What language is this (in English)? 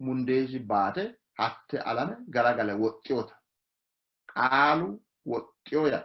Sidamo